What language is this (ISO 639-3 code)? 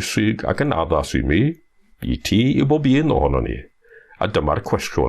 cym